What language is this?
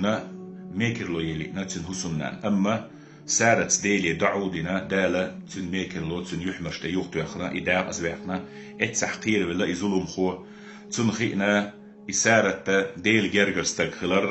Chechen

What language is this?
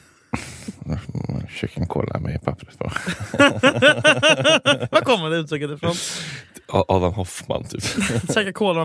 Swedish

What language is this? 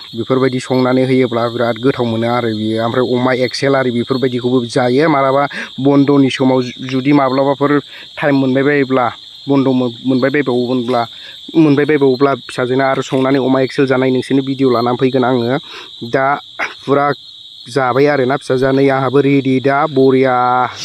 Bodo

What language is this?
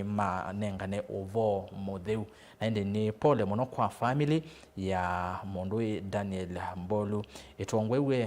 Kamba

